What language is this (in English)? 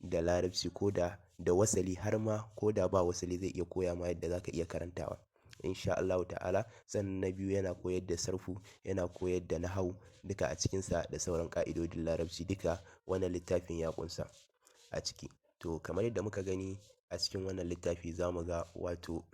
Hausa